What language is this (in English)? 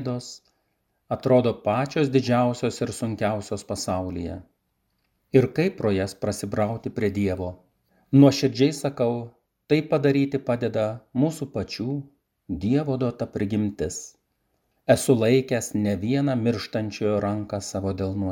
Lithuanian